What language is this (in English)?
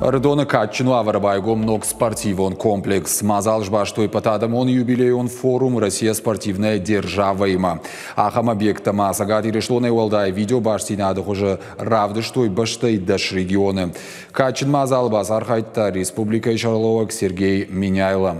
Ossetic